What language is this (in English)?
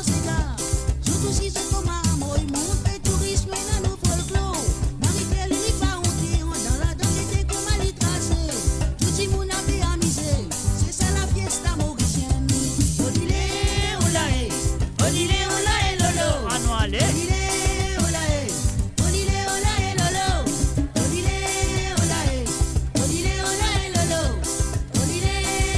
Morisyen